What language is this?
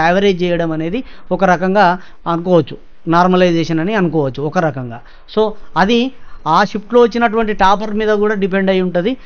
Telugu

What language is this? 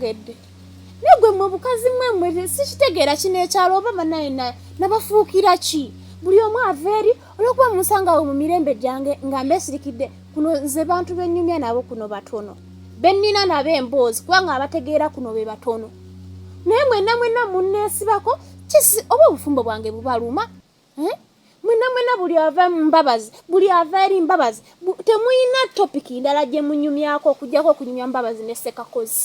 Ganda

